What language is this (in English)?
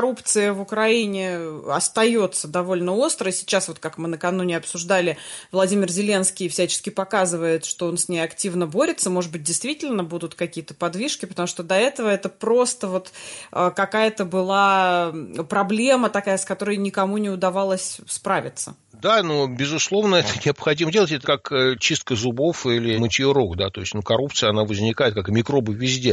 Russian